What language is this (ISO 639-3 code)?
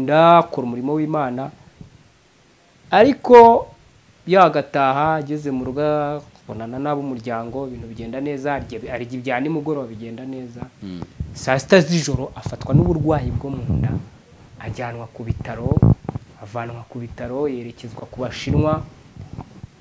kin